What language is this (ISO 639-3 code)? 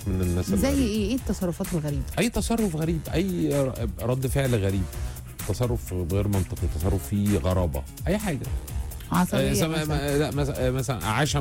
arz